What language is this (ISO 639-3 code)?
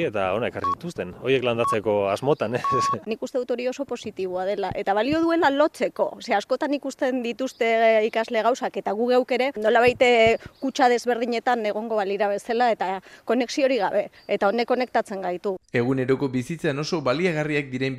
eus